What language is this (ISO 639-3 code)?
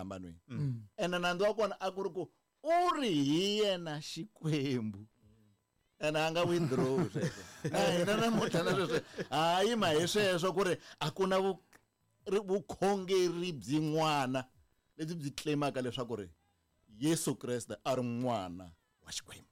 tso